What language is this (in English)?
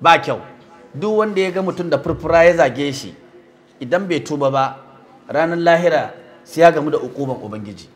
Hausa